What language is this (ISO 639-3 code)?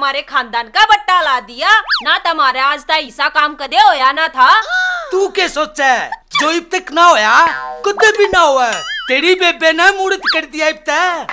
bgc